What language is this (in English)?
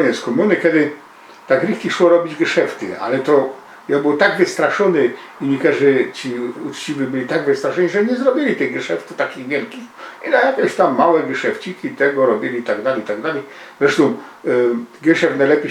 Silesian